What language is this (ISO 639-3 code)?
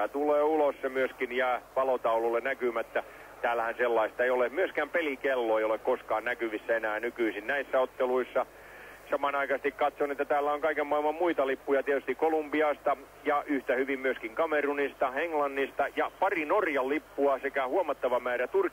fin